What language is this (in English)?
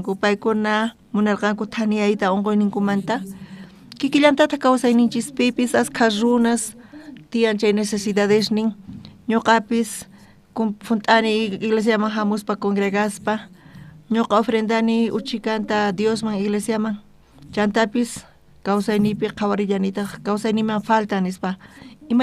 South Bolivian Quechua